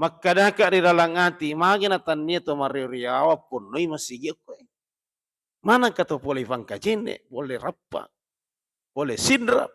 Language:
Buginese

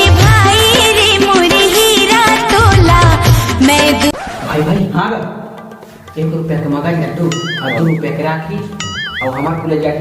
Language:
Chhattisgarhi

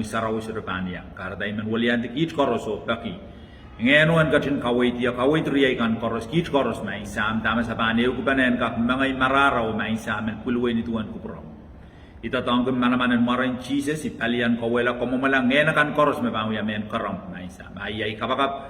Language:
Pohnpeian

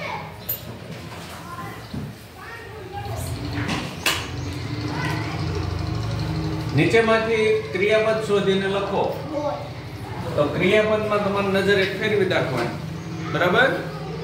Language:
Gujarati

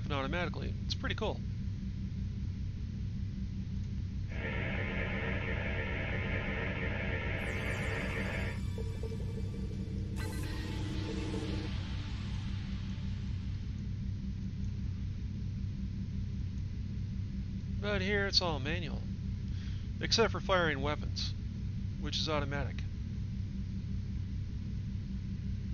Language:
English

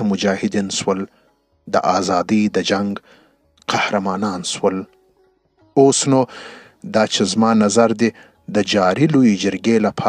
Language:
Pashto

